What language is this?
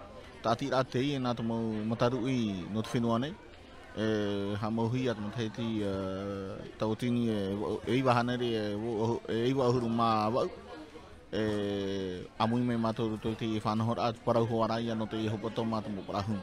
Tahitian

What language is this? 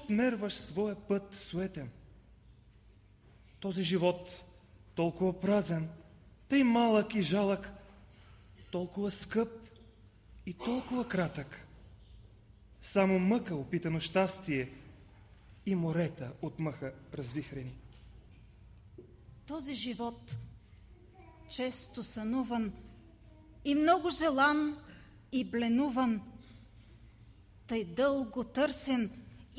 Bulgarian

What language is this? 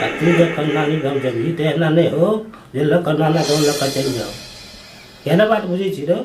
Maithili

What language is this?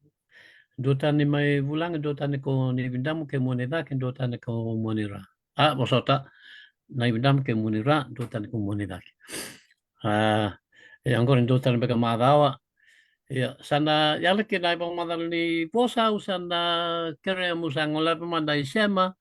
Fijian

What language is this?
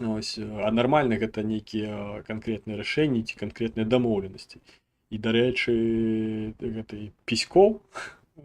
Belarusian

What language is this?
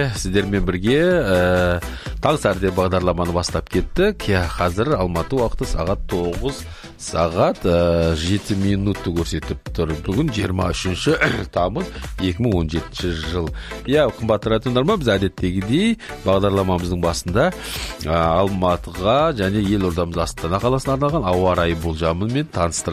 Kazakh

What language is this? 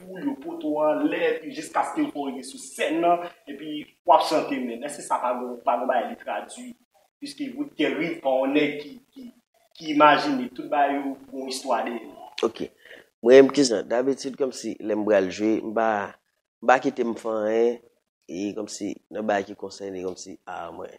Haitian Creole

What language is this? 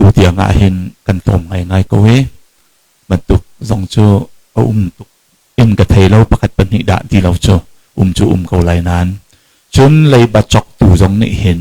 Hakha Chin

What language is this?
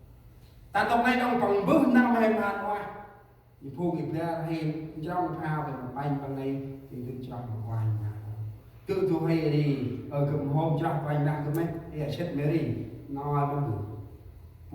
Central Mnong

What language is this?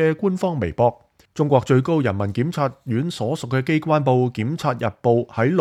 Cantonese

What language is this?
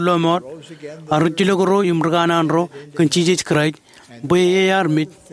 Marshallese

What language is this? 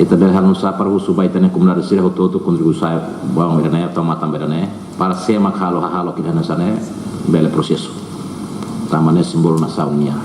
Tetum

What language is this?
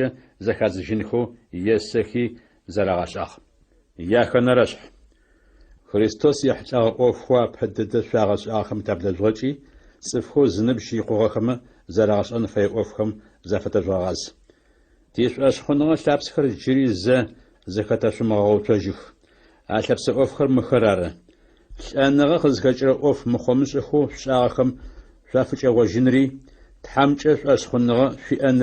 Adyghe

